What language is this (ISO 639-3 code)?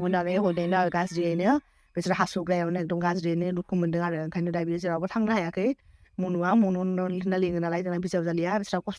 brx